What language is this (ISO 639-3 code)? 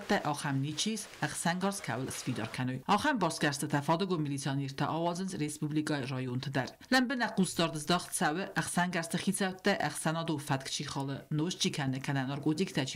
oss